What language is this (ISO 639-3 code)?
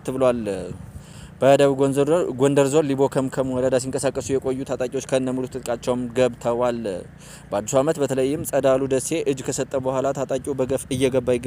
amh